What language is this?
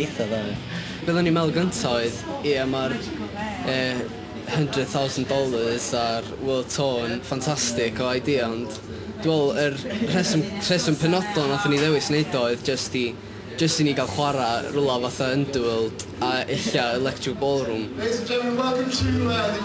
Welsh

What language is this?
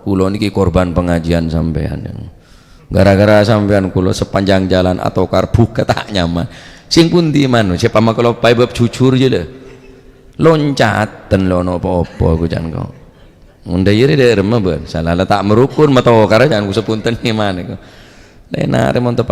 Madurese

